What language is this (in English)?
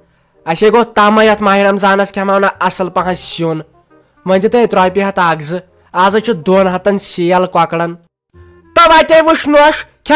Kashmiri